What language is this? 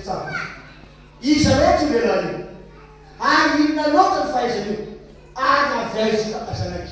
Malagasy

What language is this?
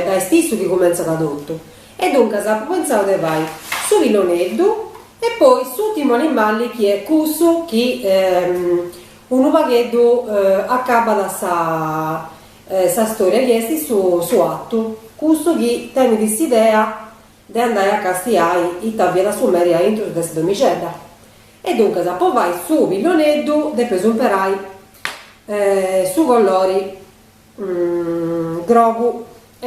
Sardinian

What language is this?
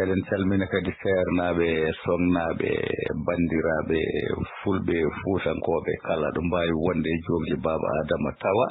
Fula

